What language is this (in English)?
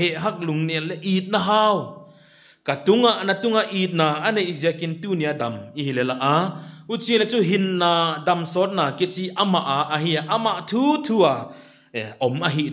Paite Chin